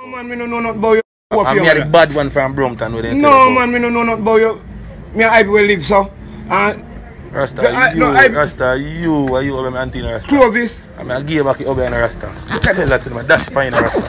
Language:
Jamaican Creole English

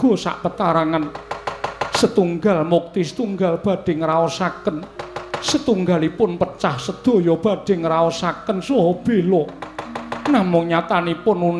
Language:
Javanese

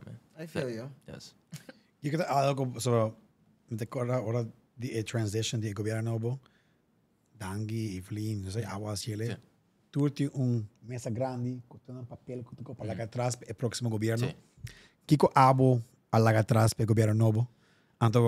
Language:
Papiamento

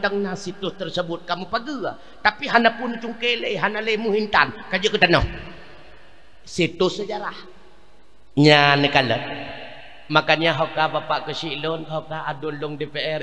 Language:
Achinese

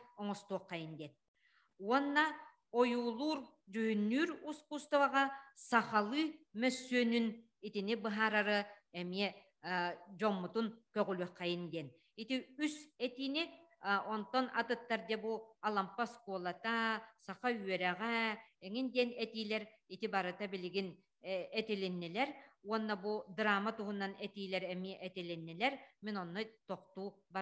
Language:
Yakut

